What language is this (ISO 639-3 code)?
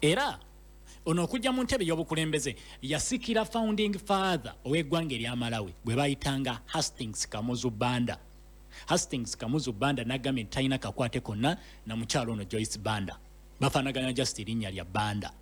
lug